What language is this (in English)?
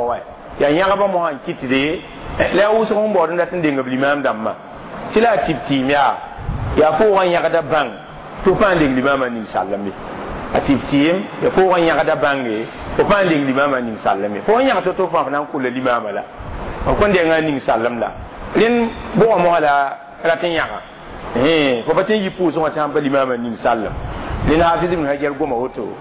Mossi